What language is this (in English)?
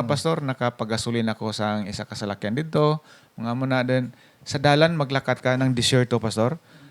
Hiligaynon